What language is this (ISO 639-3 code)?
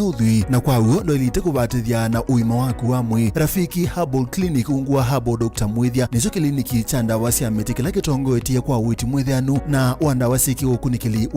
kam